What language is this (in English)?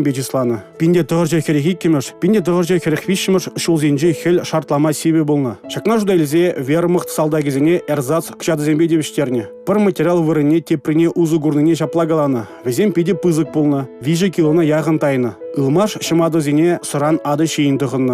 Chuvash